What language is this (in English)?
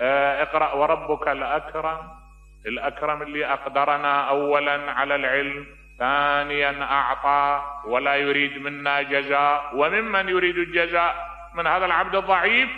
Mesopotamian Arabic